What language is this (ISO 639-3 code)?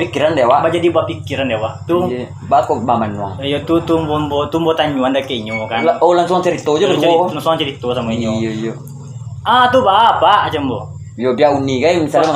min